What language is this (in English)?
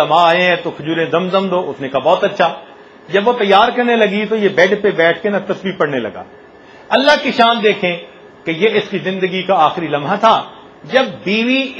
Urdu